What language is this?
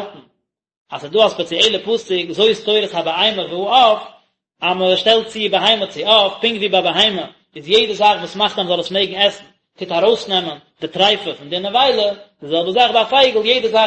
Yiddish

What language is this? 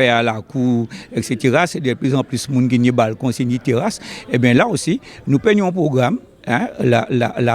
Guadeloupean Creole French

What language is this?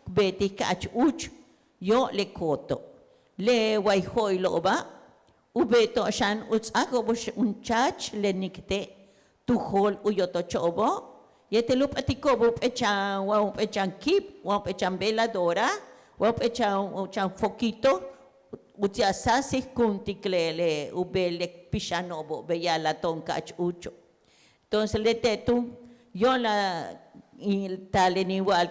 Yucateco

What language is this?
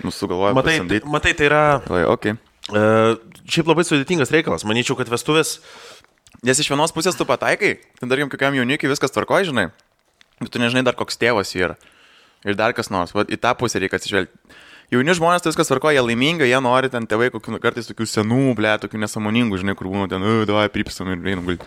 Lithuanian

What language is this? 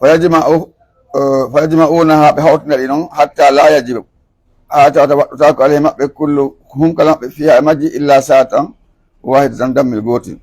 Pular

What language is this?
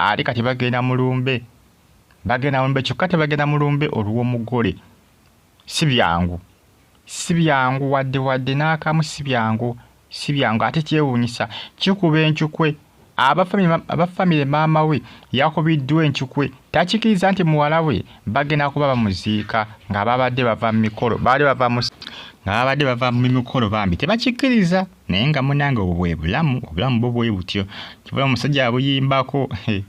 Ganda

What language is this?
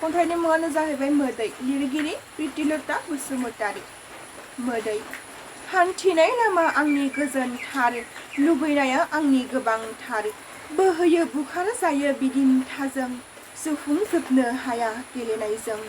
Bodo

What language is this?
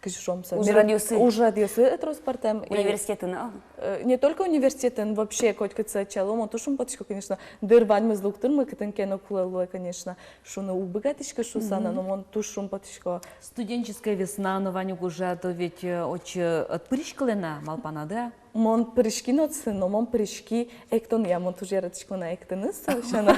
Udmurt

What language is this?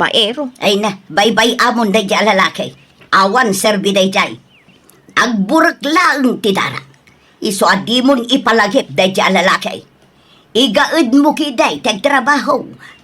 Iloko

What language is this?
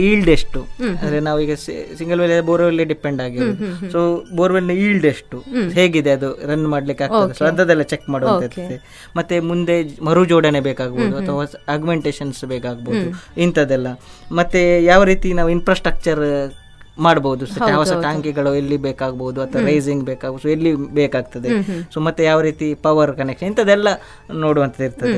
Kannada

